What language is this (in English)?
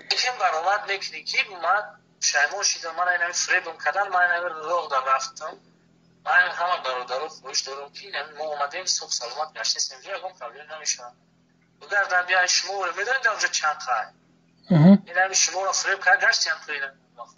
Tajik